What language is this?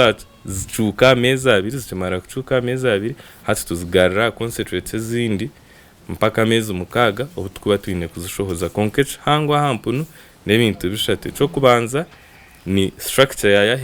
Nyankole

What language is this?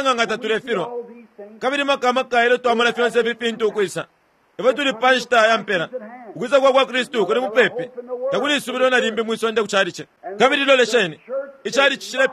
Bemba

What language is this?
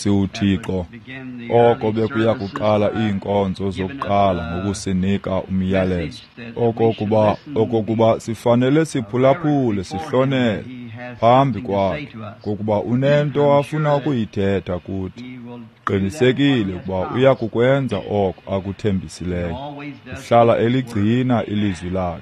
Xhosa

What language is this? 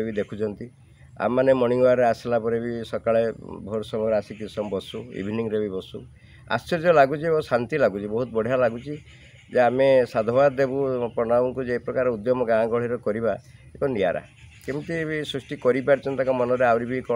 Odia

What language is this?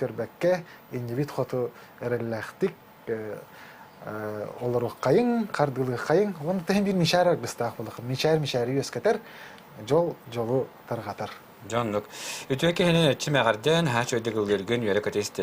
Yakut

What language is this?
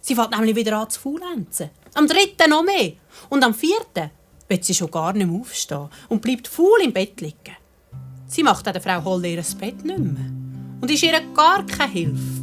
Swiss German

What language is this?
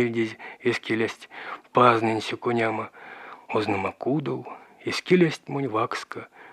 Erzya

